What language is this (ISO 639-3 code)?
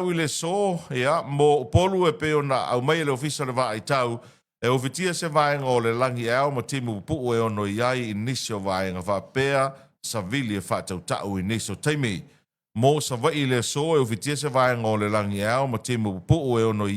smo